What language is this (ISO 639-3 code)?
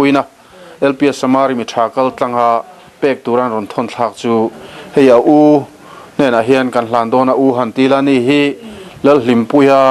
lus